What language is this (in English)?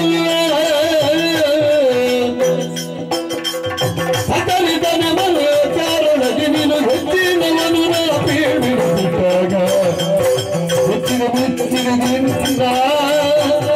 Kannada